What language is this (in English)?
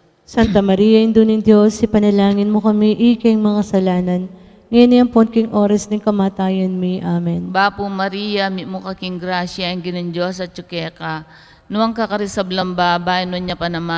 Pampanga